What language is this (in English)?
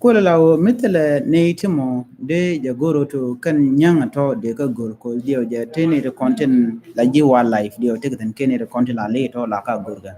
Nuer